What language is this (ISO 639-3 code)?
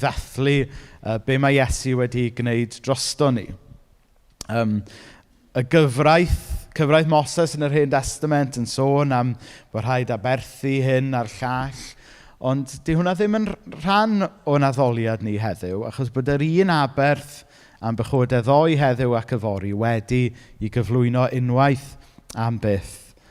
cym